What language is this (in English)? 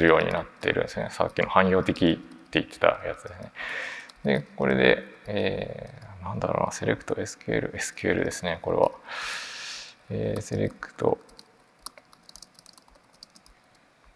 Japanese